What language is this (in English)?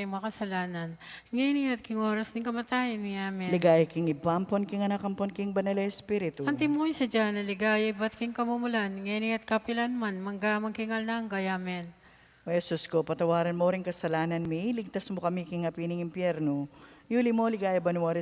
Pampanga